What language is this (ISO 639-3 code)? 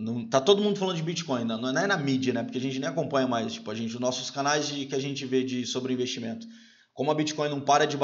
por